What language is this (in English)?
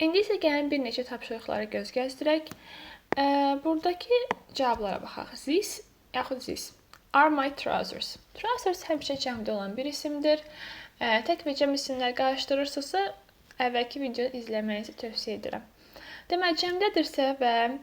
Azerbaijani